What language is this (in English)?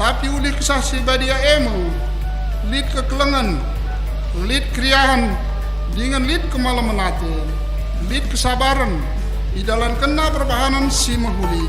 Batak Karo